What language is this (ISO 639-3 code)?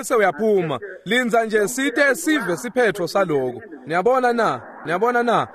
ssw